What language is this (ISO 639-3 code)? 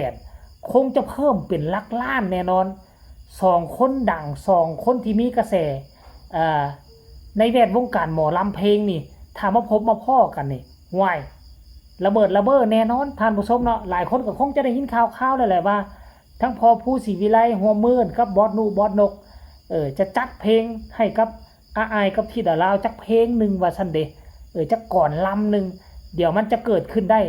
tts